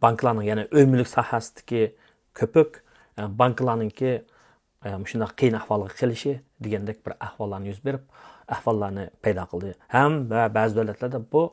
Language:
Uyghur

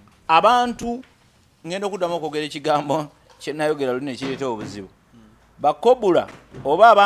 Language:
Ganda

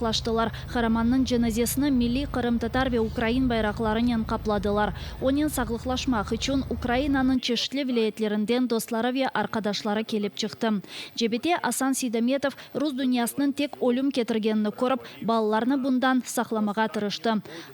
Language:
Crimean Tatar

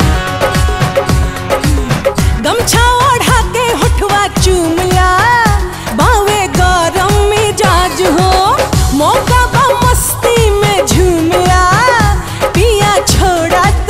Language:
Bhojpuri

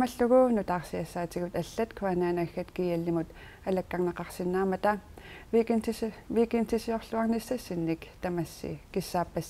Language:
Kalaallisut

